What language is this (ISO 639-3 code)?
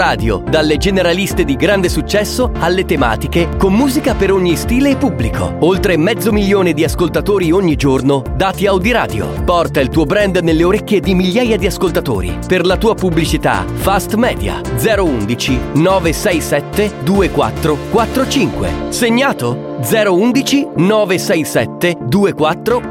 ita